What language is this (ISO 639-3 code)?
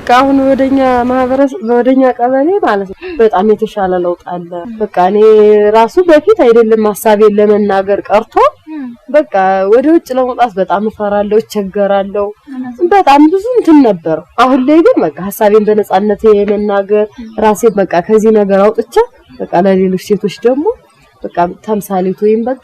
amh